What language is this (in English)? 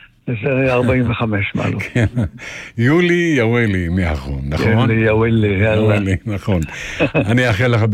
Hebrew